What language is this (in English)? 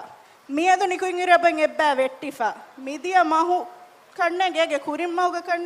Divehi